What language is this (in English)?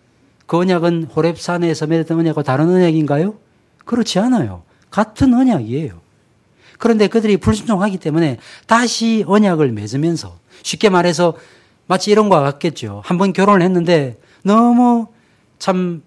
Korean